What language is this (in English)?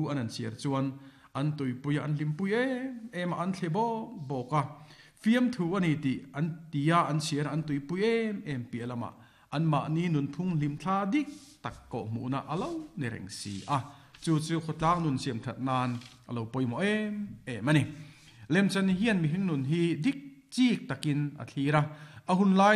Mizo